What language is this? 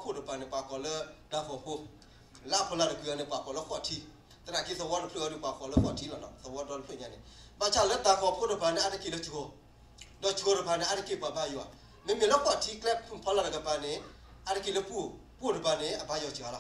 S'gaw Karen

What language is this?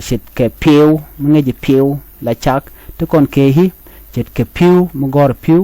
Nuer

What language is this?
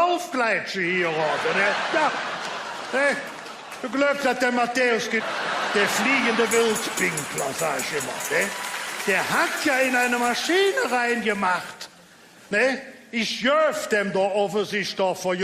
Colognian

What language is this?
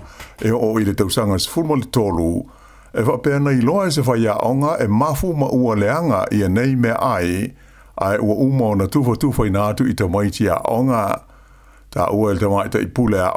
Samoan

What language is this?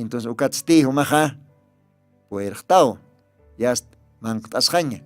Aymara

